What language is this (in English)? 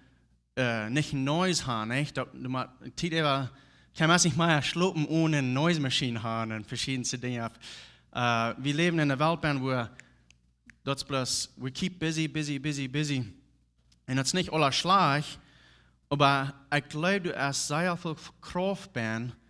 Plautdietsch